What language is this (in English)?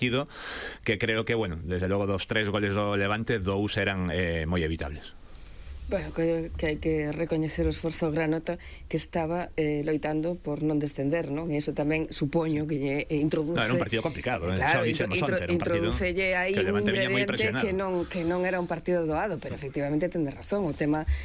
Galician